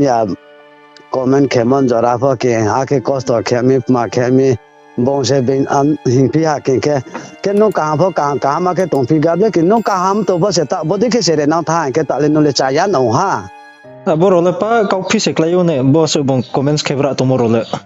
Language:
Riang (India)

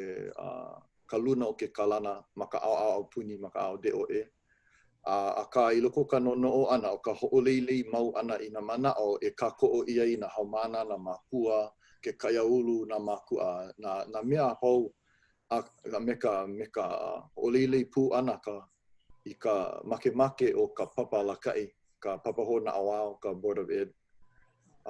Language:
Hawaiian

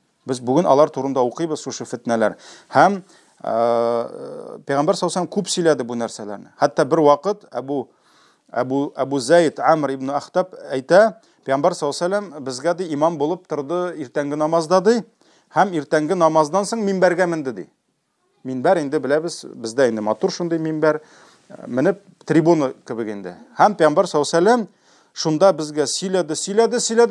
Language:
Tatar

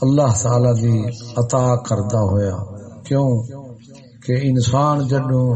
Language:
Saraiki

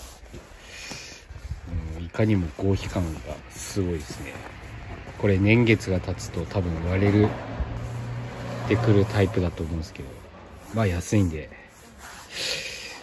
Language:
Japanese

